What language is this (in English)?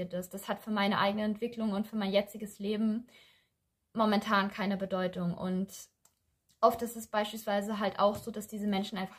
German